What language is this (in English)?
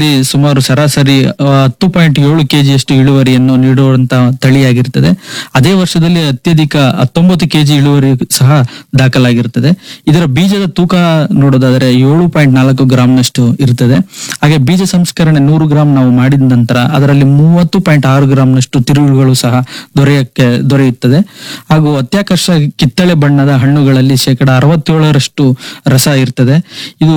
Kannada